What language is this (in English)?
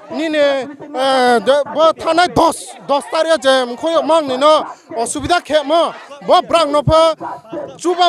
Riang (India)